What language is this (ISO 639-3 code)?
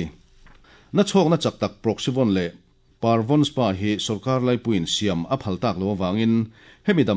lus